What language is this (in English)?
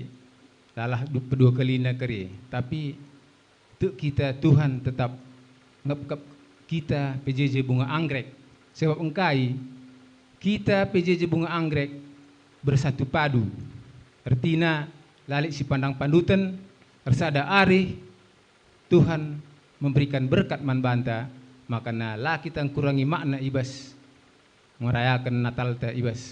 Batak Karo